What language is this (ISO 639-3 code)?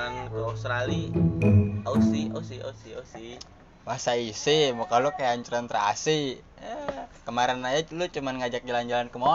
bew